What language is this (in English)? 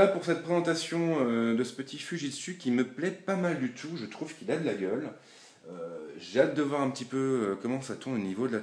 French